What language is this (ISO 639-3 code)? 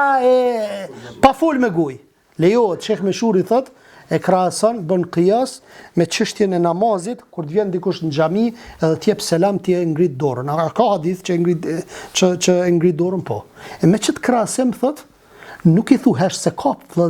sqi